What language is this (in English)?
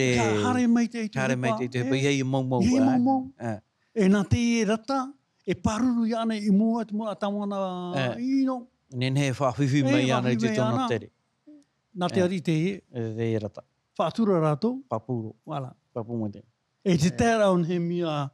Tahitian